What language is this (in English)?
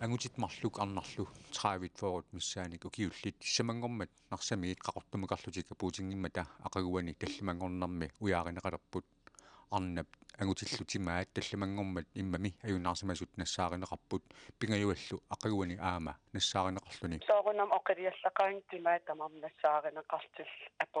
Kalaallisut